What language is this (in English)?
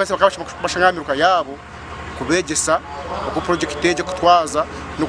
Nyankole